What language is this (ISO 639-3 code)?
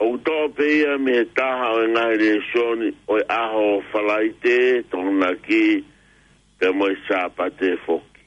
ton